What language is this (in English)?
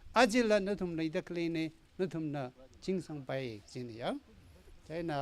Tangkhul Naga (India)